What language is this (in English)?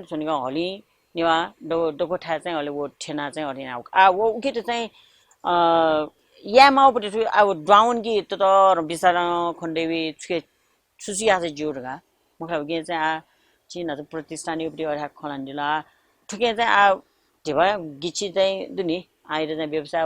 Newari